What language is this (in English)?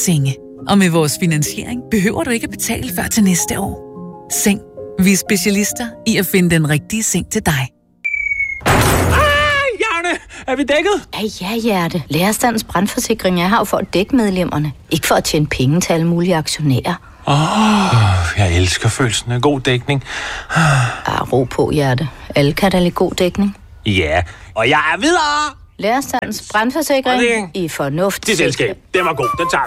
Danish